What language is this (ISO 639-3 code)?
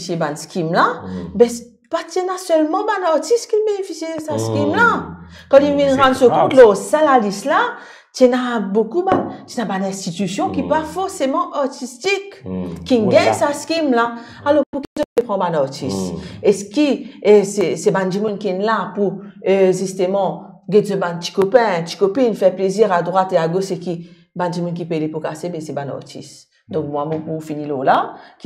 mfe